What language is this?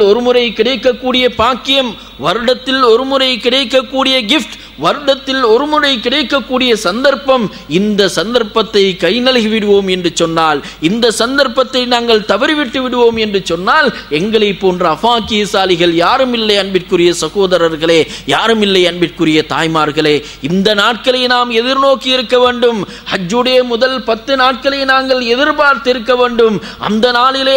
Tamil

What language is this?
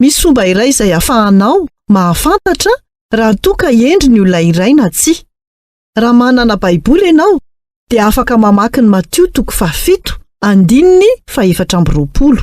Malagasy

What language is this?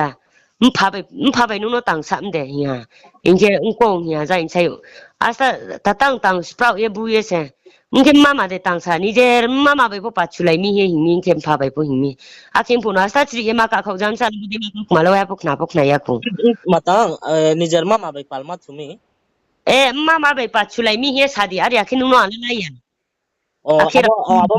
Riang (India)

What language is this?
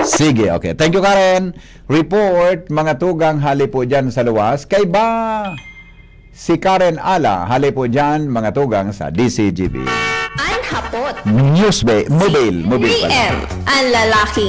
Bikol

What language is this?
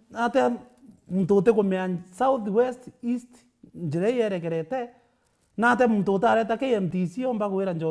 Meru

